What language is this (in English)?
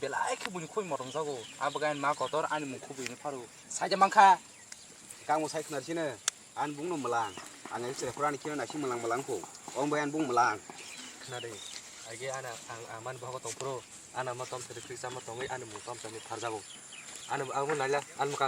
Kok Borok